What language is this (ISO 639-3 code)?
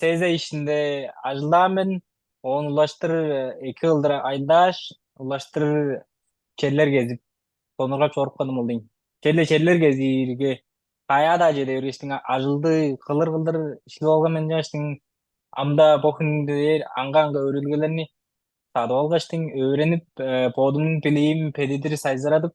tyv